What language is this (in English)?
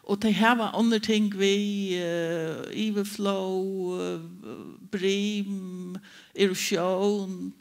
Faroese